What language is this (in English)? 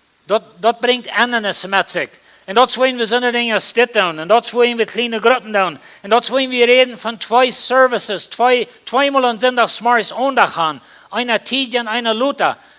Plautdietsch